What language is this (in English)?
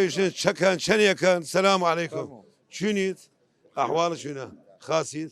Southern Kurdish